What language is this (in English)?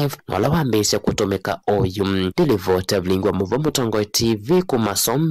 Kamba